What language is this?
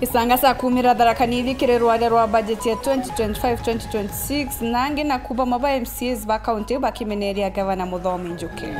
Meru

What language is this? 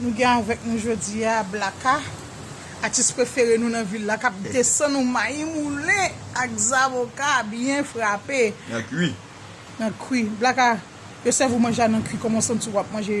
Haitian Creole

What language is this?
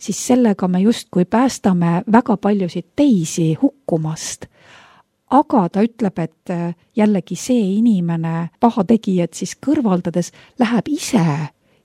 Estonian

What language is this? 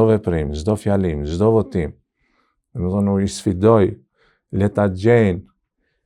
Albanian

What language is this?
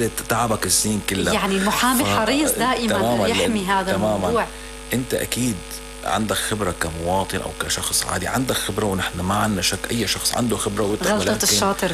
North Levantine Arabic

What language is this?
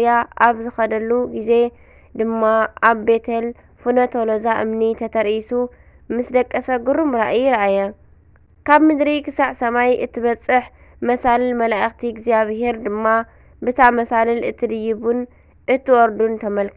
Tigrinya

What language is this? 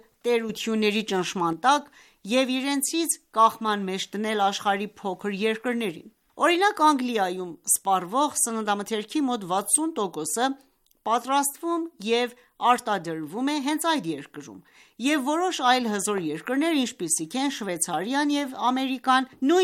Armenian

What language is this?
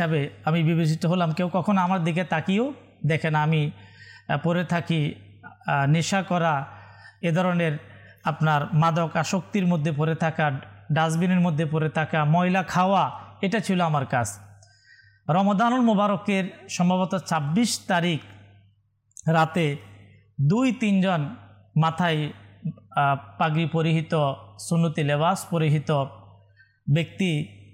Bangla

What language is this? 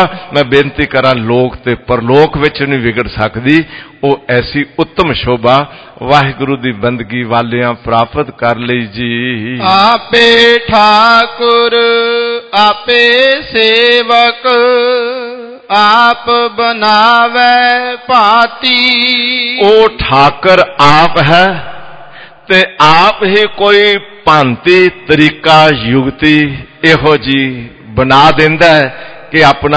Punjabi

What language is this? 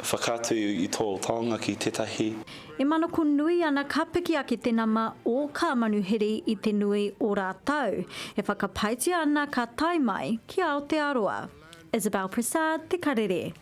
Māori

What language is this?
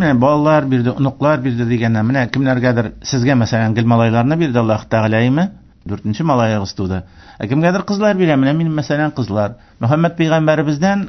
Tatar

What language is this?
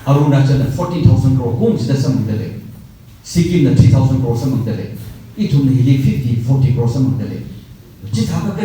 Tangkhul Naga (India)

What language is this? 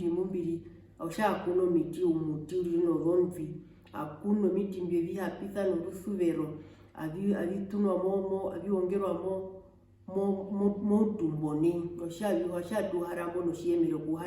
Herero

